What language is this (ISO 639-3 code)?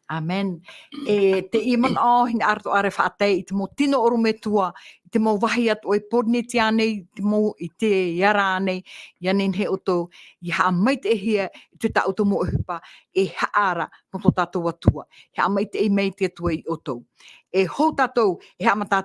tah